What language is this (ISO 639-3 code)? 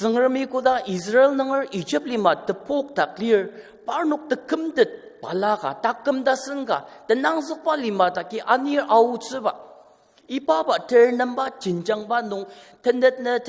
njo